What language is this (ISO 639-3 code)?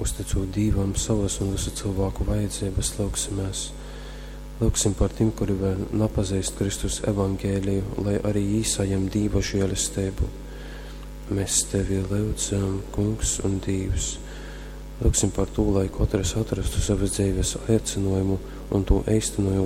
ltg